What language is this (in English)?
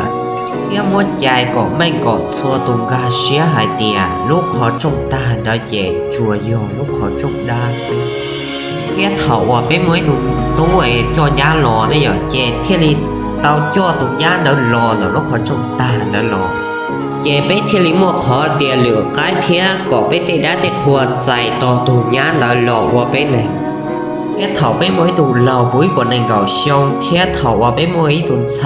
Hmong